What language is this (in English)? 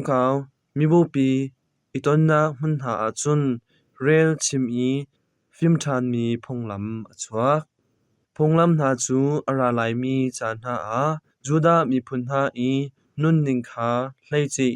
Hakha Chin